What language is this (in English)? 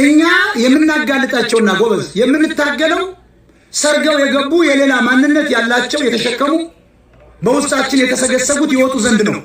Amharic